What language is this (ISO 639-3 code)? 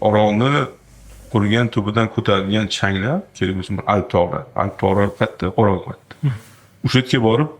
uzb